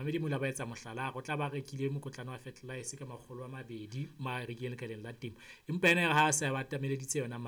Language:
Southern Sotho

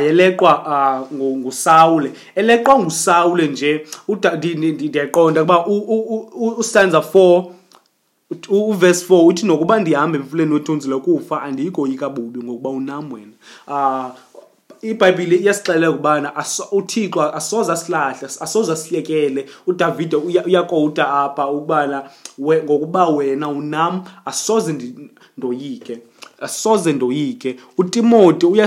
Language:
Xhosa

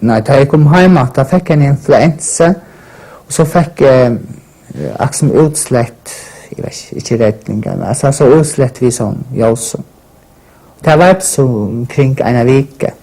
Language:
Faroese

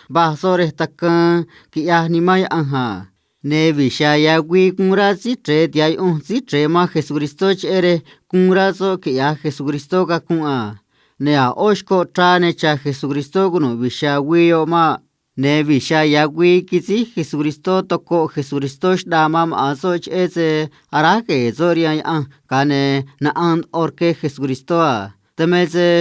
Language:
Copala Triqui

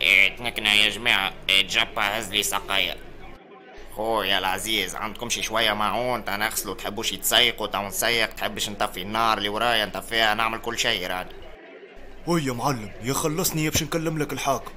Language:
Tunisian Arabic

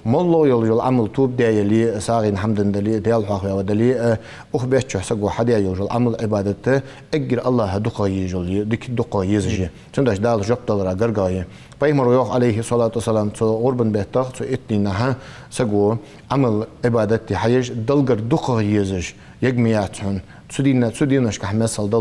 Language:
Ingush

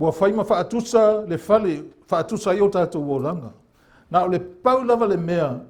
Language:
Samoan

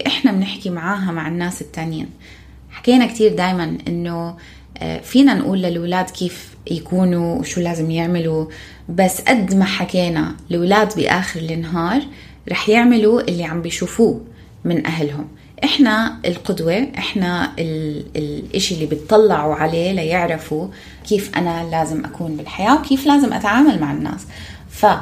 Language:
North Levantine Arabic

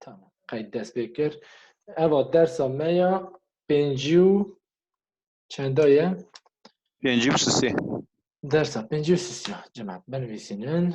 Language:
Kurdish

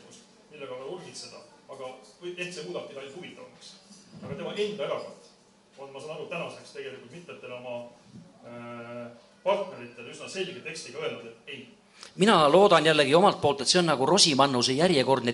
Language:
Estonian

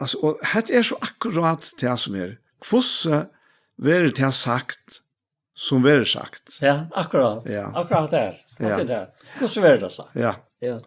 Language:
Faroese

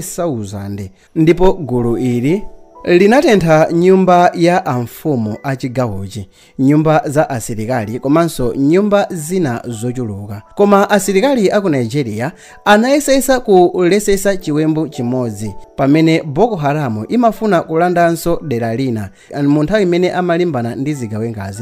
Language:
Nyanja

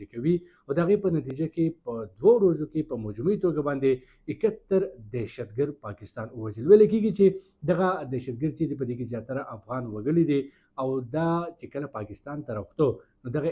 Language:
Pashto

